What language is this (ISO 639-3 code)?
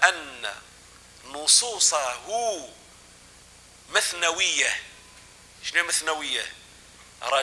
ara